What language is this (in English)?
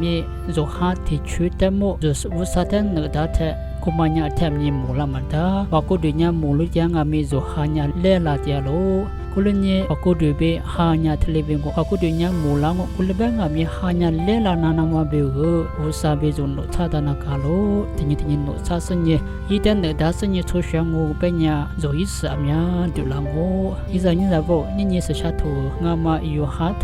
Lisu